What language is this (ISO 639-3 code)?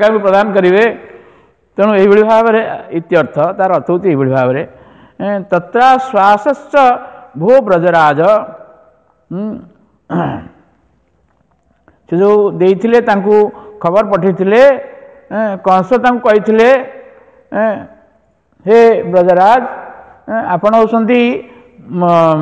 ori